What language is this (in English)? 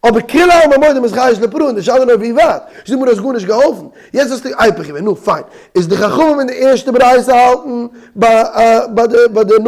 Yiddish